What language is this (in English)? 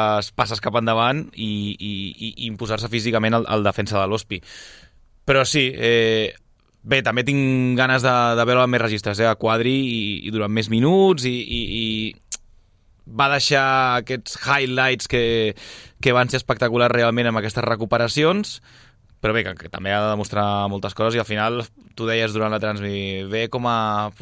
Catalan